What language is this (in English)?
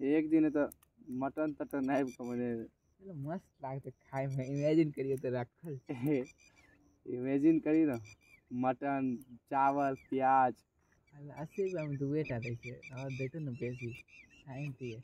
Maithili